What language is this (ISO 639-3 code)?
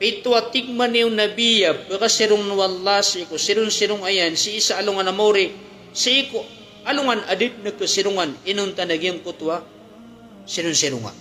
mrw